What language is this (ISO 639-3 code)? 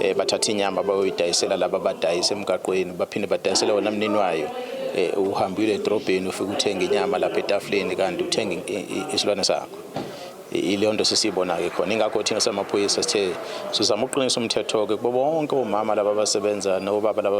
zul